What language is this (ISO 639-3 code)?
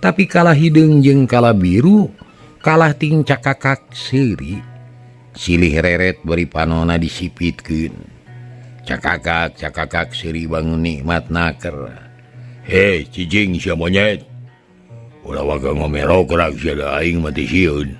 sun